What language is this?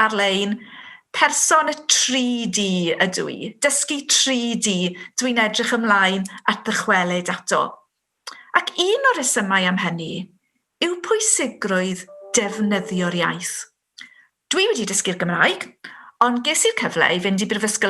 Welsh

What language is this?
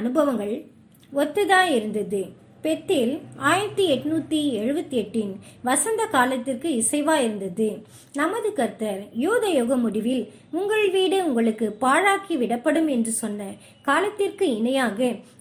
Tamil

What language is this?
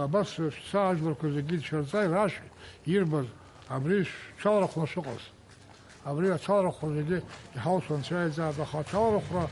Abkhazian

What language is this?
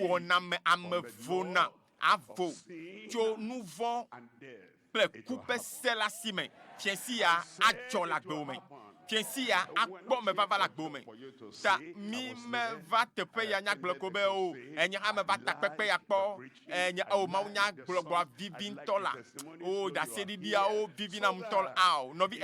Ewe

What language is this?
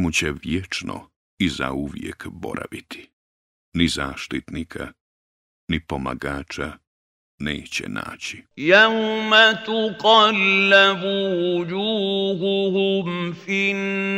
Bosnian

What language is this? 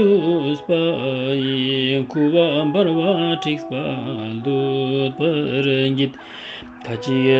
Ladakhi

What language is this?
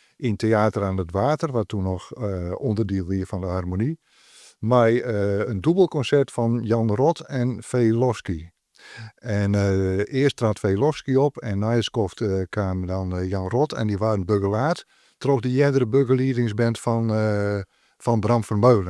Western Frisian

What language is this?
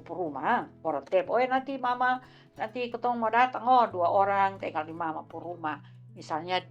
Kupang Malay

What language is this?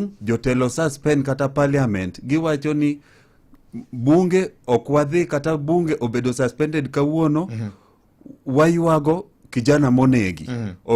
Luo (Kenya and Tanzania)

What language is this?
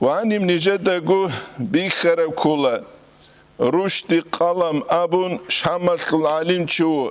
Avaric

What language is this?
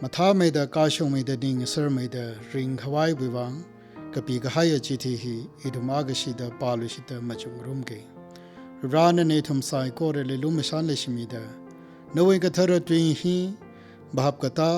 Tangkhul Naga (India)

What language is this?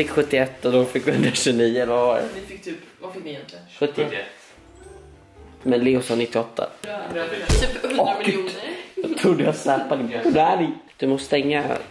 Swedish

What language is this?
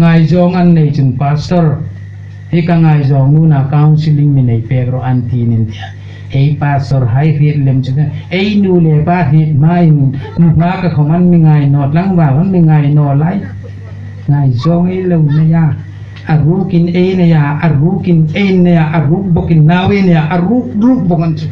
Hmar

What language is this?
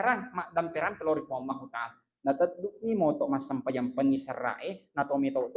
Buginese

